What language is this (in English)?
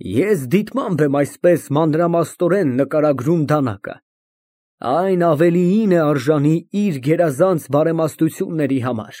Armenian